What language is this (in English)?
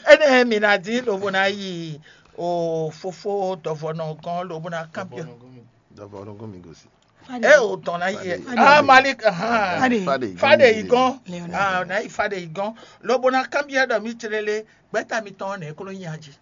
Fon